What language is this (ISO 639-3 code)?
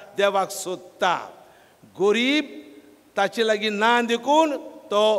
kok